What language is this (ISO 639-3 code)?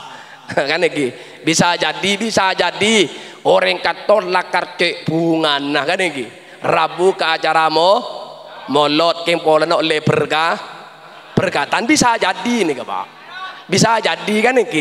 mad